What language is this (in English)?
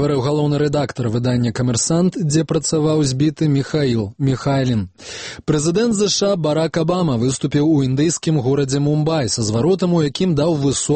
Belarusian